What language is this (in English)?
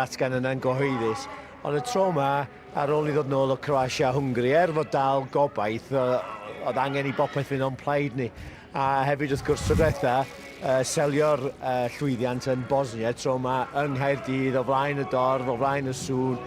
Welsh